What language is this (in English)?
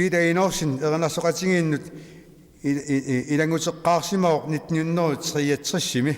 Kalaallisut